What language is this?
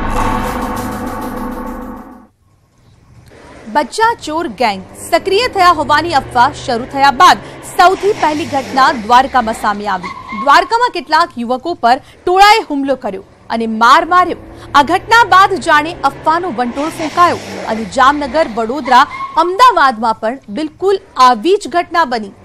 Gujarati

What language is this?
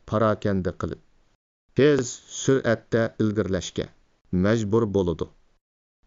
Uyghur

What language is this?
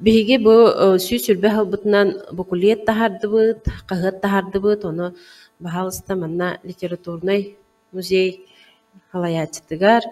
Yakut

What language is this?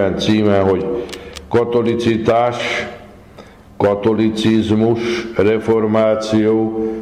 Hungarian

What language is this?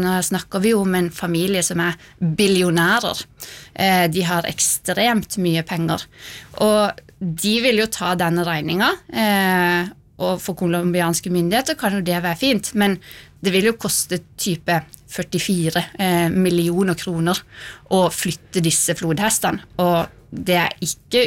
Norwegian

